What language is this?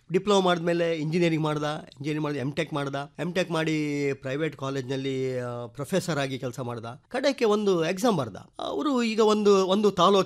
Kannada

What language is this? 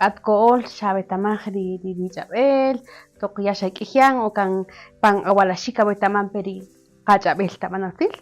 Kaqchikel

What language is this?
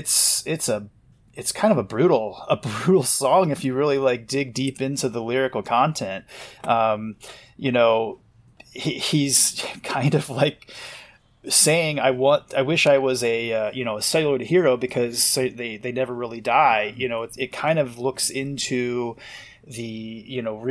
English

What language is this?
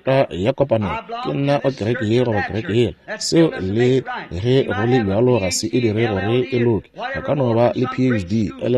Northern Sotho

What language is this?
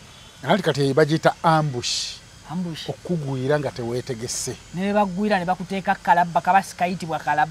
Ganda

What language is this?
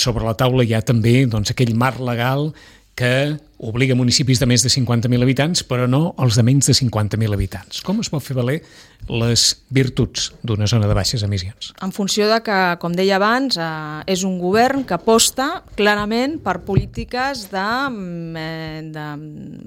Catalan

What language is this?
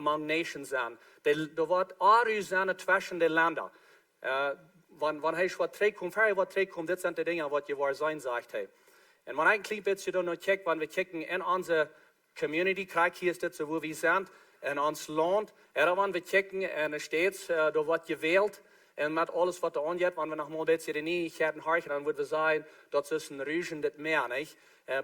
Plautdietsch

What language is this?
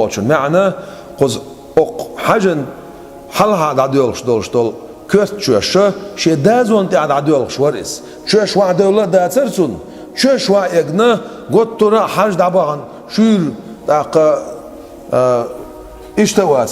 Chechen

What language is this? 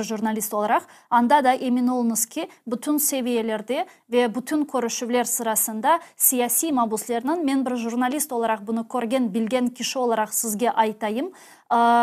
Crimean Tatar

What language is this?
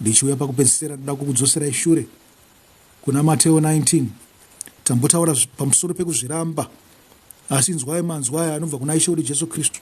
Shona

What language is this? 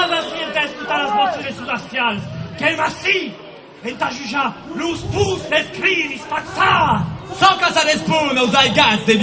Occitan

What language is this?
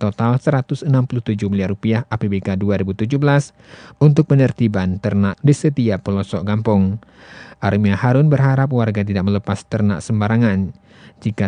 Indonesian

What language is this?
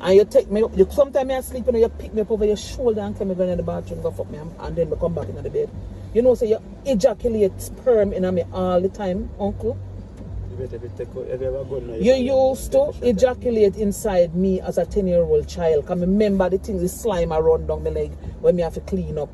Jamaican Creole English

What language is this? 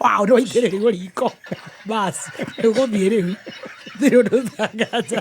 Kikuyu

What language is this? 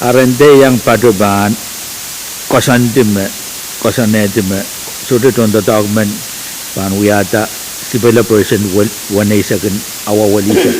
Pohnpeian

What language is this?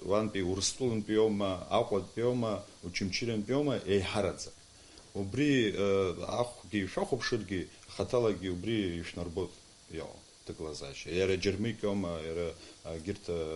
Abkhazian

